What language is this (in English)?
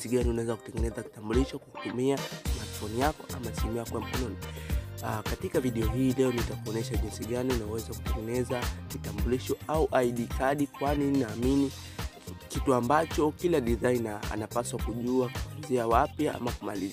Swahili